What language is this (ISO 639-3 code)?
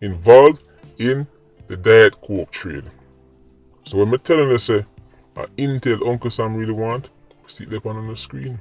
jam